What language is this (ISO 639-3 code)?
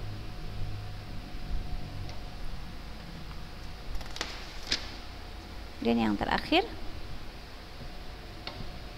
ind